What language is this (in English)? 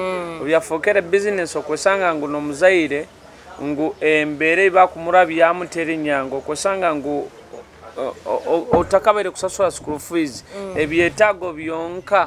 Nyoro